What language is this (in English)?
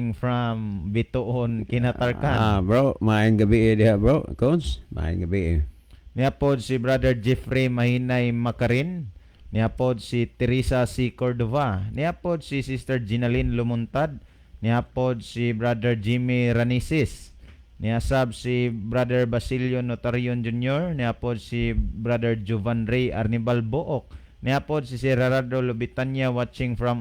Cebuano